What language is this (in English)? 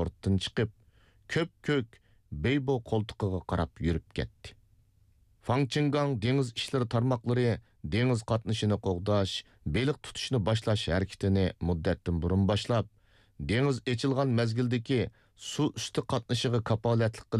Uyghur